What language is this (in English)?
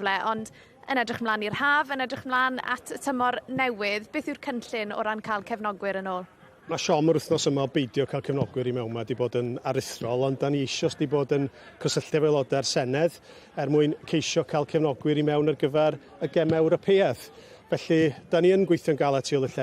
Welsh